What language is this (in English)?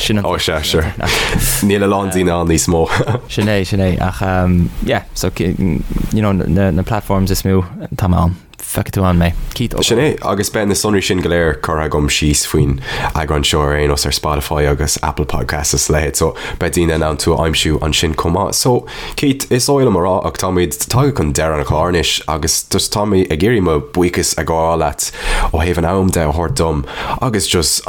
Irish